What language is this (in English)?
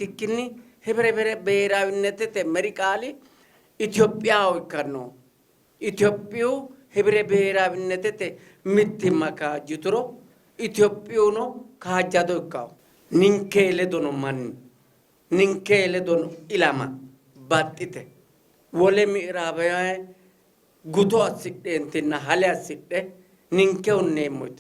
Sidamo